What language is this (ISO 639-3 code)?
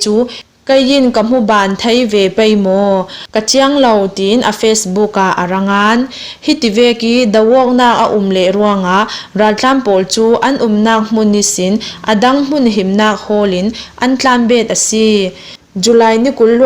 cnh